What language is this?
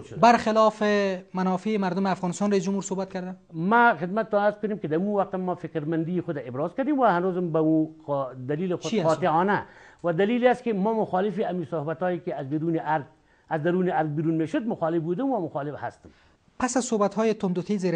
Persian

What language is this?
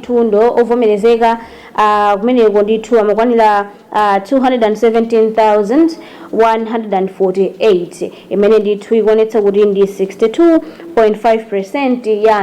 Nyanja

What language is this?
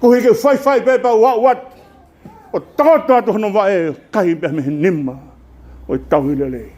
Tongan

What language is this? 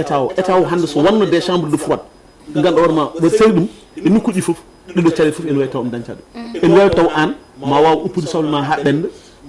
Fula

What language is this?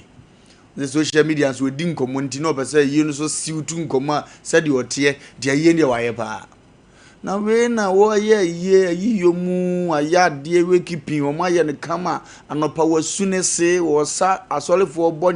Akan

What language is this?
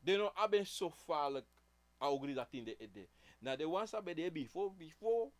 Sranan Tongo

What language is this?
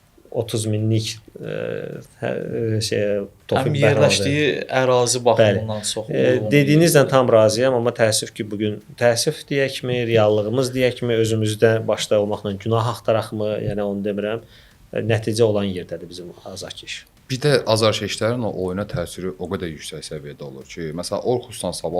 Azerbaijani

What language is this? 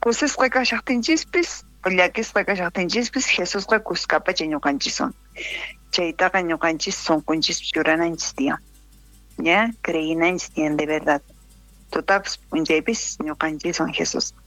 South Bolivian Quechua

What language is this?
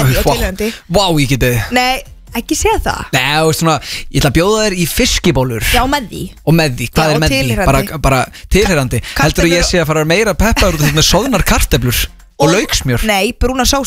Icelandic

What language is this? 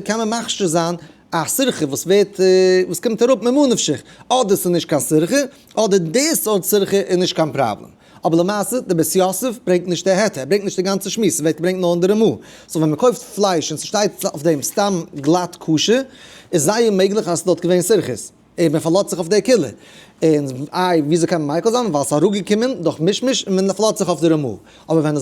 Yiddish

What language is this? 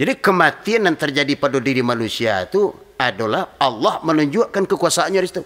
Minangkabau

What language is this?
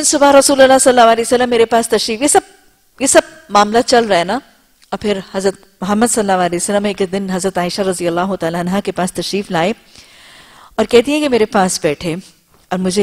Urdu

